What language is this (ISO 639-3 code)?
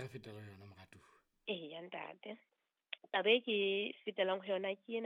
sot